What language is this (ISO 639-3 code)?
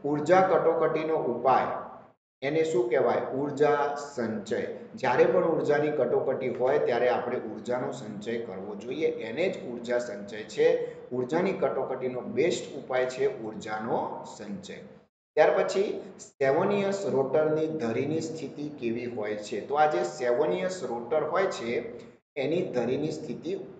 guj